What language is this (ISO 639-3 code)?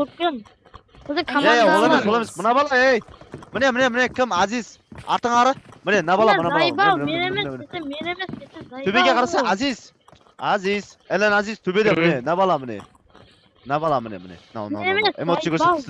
kaa